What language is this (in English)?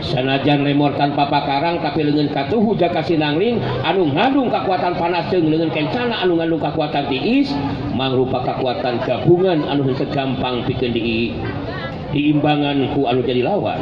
Sundanese